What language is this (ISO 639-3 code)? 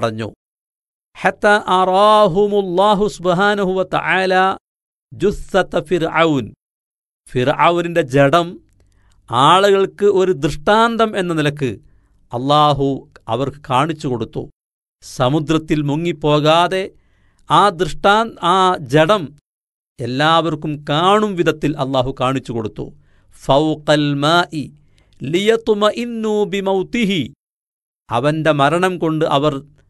mal